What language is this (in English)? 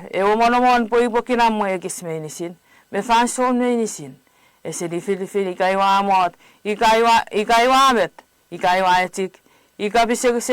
Chuukese